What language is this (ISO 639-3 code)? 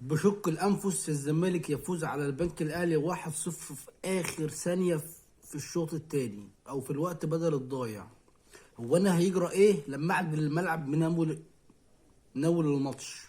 arz